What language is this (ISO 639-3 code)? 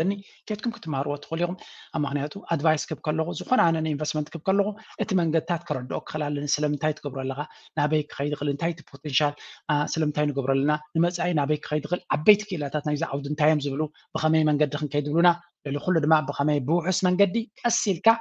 tir